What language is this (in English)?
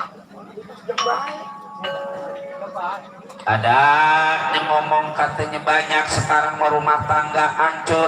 Betawi